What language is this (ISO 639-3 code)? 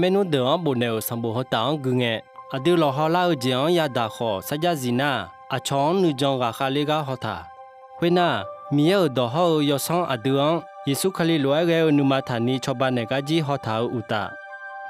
ahk